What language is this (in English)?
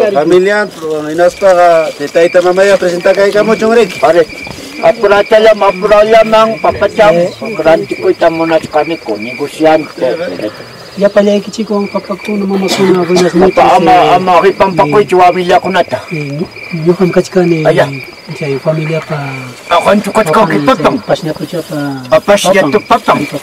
Ayacucho Quechua